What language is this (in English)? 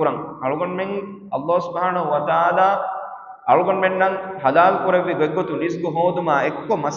Divehi